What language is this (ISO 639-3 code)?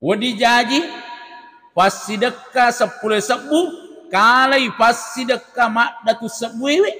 bug